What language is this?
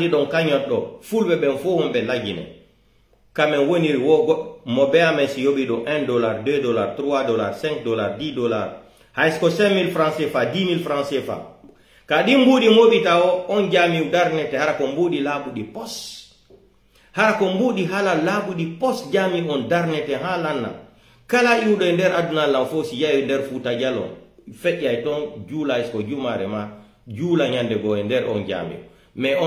Pular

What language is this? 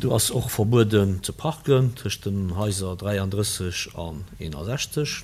Luxembourgish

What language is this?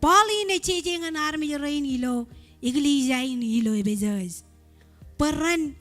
Marshallese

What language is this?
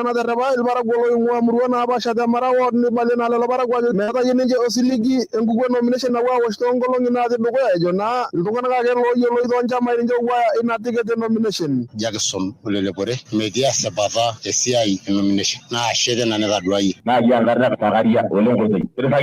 Masai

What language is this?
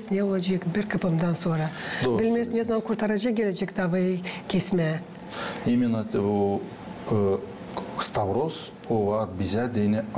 Gagauz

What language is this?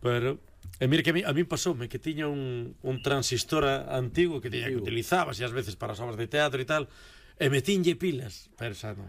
Galician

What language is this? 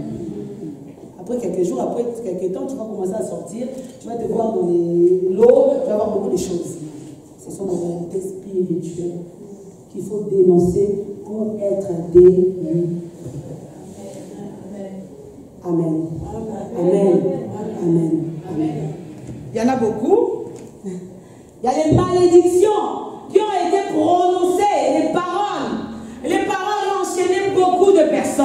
French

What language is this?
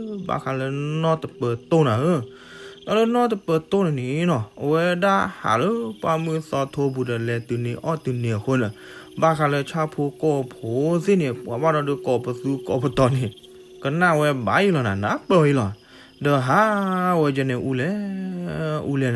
S'gaw Karen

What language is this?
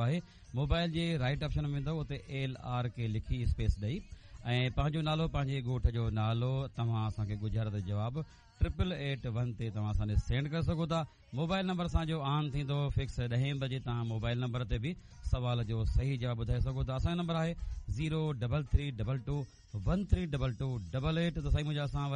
Sindhi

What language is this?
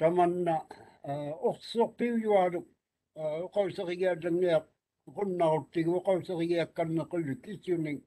Māori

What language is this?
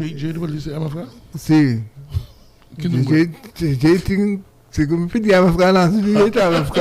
Papiamento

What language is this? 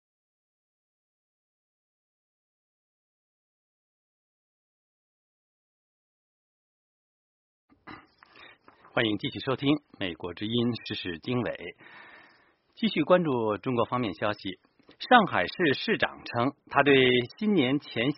Chinese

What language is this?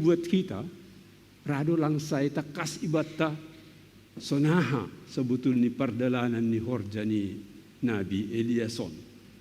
Batak Simalungun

